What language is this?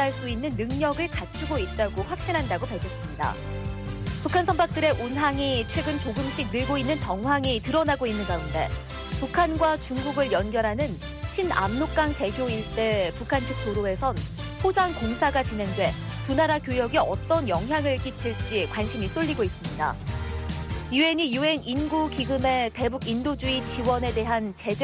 Korean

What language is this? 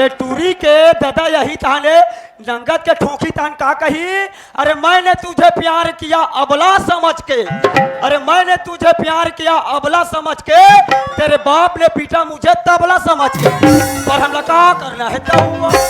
Chhattisgarhi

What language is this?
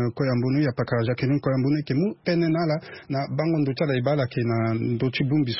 Sango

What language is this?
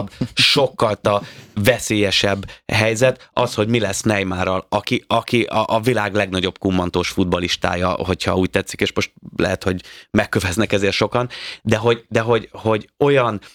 Hungarian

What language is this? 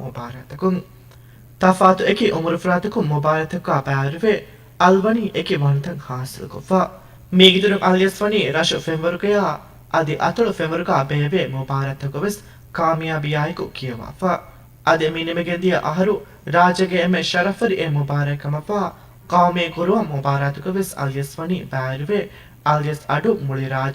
Divehi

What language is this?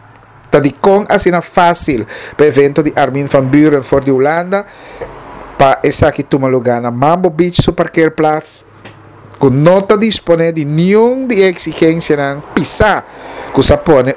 Papiamento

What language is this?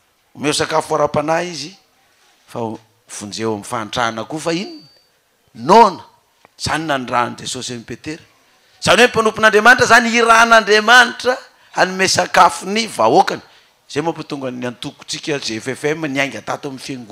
Malagasy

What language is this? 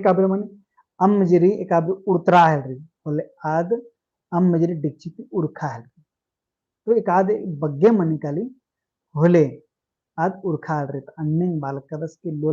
Kurukh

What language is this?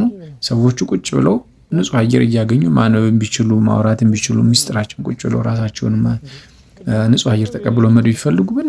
Amharic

